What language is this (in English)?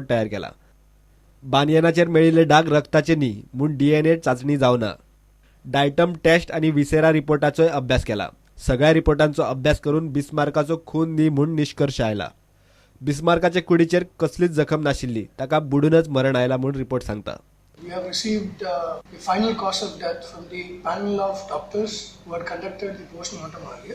Konkani